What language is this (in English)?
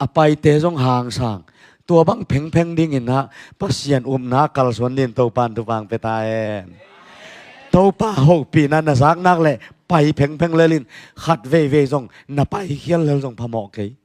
Tedim Chin